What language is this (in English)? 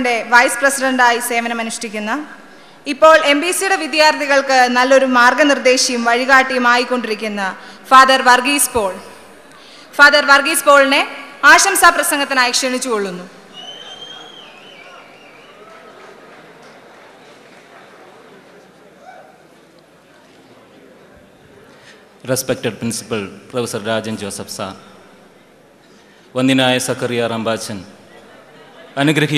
Malayalam